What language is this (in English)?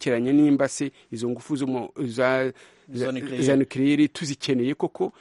Kinyarwanda